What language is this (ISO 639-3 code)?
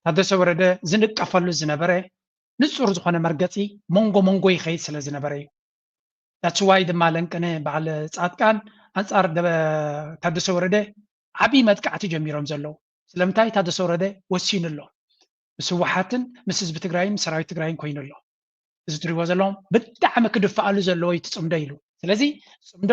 tir